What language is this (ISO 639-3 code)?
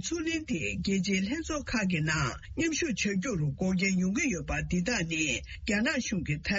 bod